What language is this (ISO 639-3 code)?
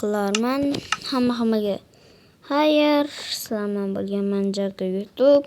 uzb